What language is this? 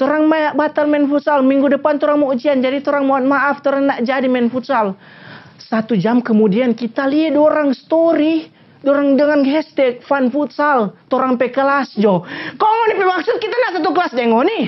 Manado Malay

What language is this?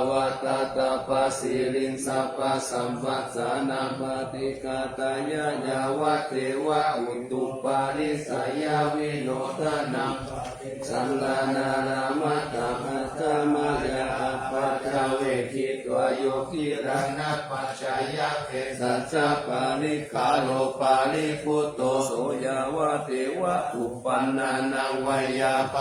Pali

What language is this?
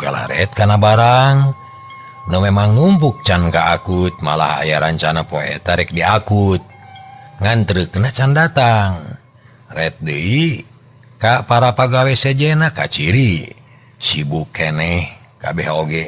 Sundanese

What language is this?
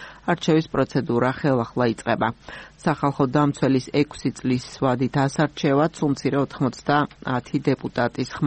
Georgian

